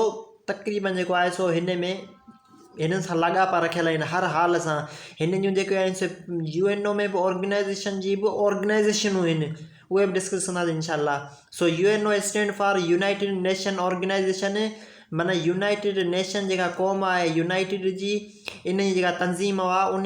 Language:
Sindhi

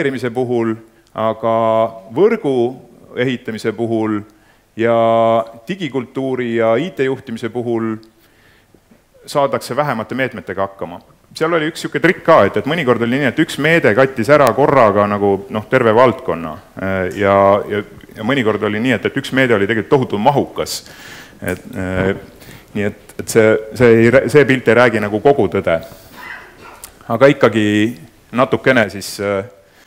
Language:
Estonian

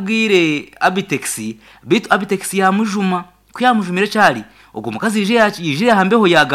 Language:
Nyankole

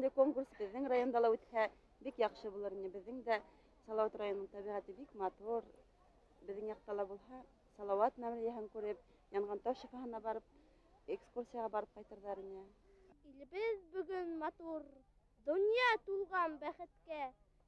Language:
Bashkir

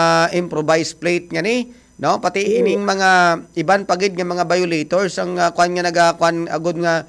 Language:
Hiligaynon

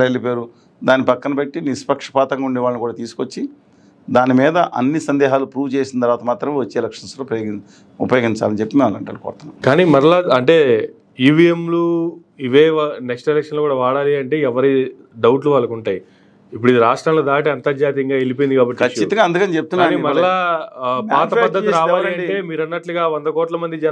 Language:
Telugu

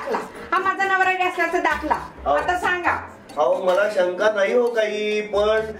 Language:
Marathi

